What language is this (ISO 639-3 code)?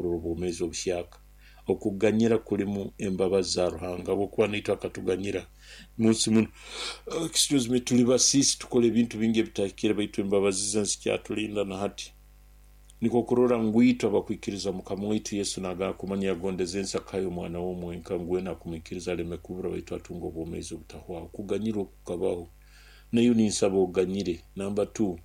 nyo